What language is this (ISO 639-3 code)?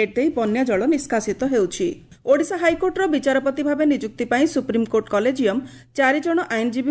ori